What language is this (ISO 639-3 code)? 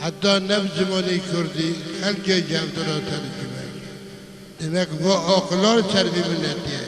kur